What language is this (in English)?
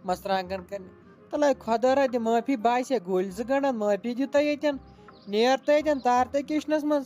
Kashmiri